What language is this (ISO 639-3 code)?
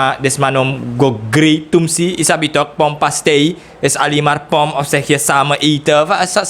srn